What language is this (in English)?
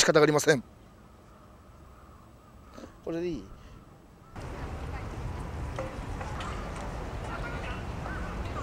Japanese